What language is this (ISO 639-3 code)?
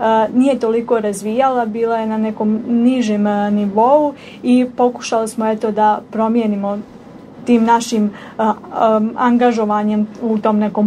bos